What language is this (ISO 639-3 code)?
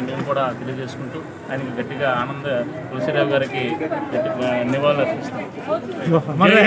tel